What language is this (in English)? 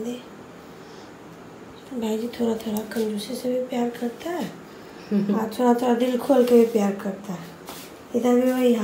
Hindi